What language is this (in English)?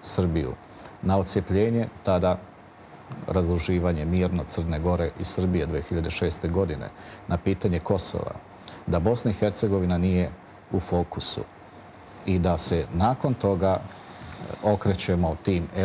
Serbian